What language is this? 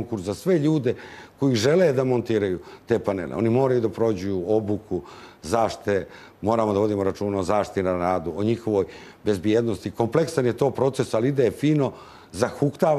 Serbian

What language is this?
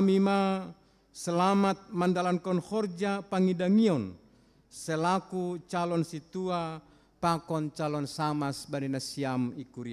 Batak Simalungun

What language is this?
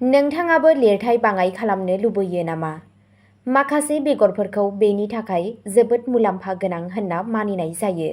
Bodo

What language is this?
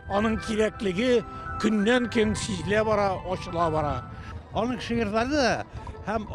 Tatar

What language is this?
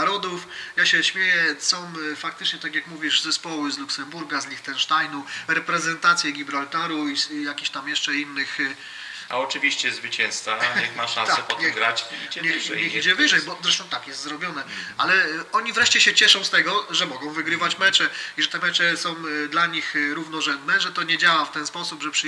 Polish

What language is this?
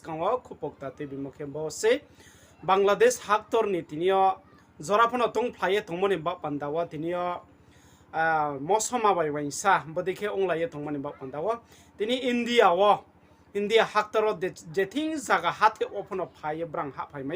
Riang (India)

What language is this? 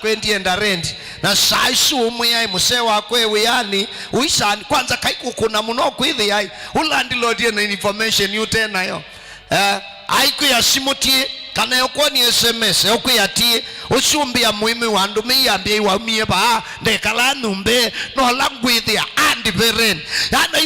Kamba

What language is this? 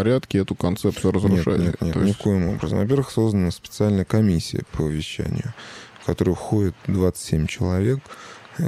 Russian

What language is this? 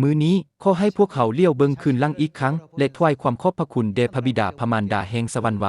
Lao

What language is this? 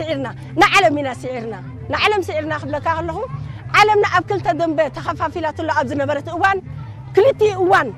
Tigrinya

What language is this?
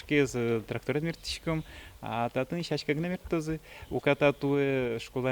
Udmurt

